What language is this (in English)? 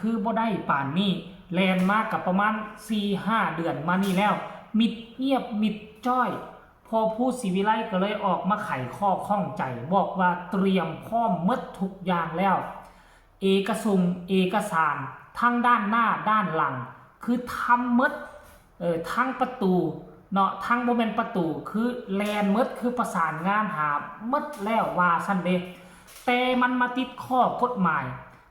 Northeastern Thai